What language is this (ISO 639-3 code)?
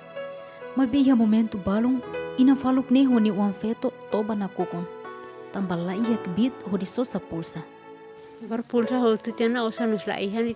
tet